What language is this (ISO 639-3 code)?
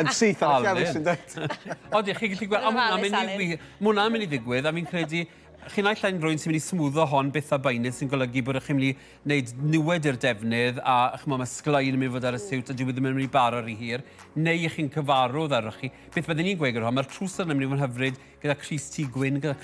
cym